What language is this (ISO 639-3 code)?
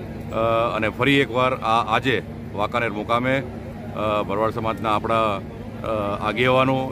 guj